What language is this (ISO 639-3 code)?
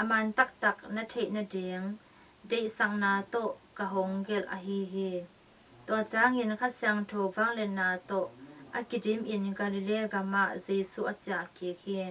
ctd